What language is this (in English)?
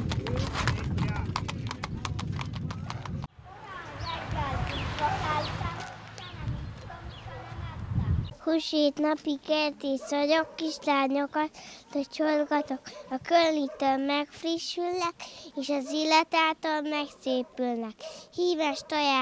Hungarian